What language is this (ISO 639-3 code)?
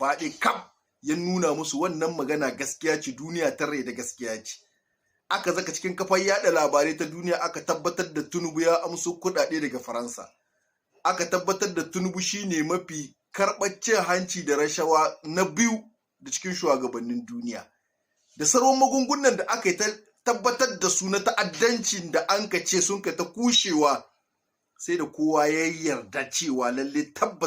hau